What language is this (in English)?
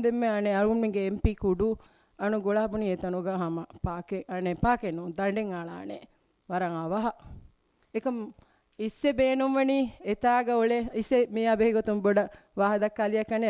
Divehi